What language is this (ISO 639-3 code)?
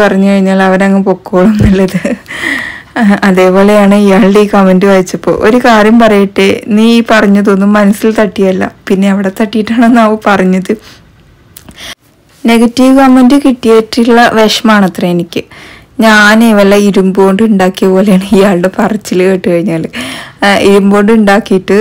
mal